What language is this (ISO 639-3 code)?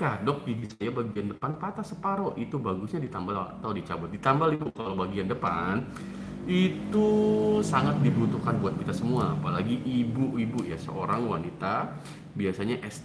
ind